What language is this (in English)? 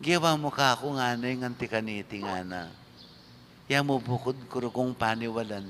Pampanga